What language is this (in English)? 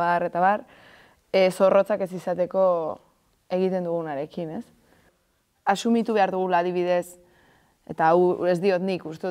Basque